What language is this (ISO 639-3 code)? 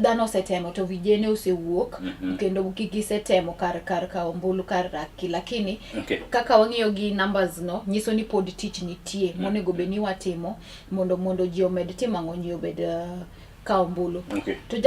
luo